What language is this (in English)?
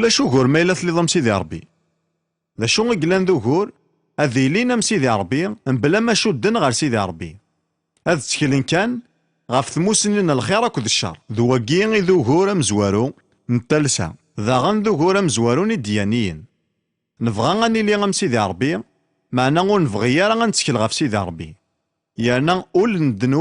Kabyle